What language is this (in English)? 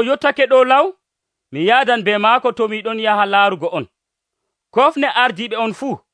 Nigerian Fulfulde